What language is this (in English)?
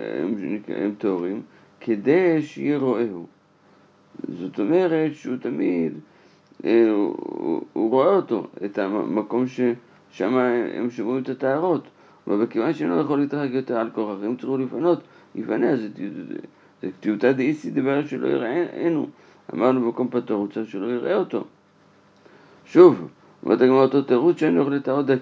Hebrew